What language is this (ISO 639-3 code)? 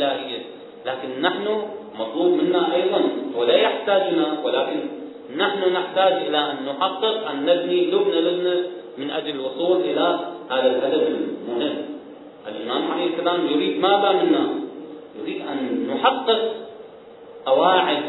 ara